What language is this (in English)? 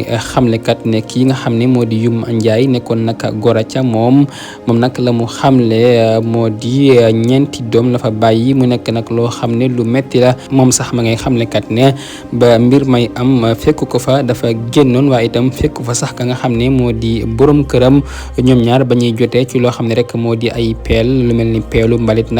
Wolof